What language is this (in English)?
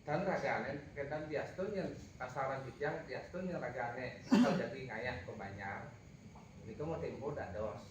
Balinese